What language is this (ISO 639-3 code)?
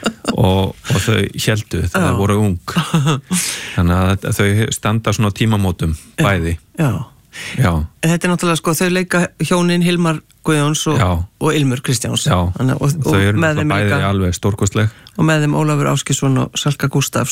isl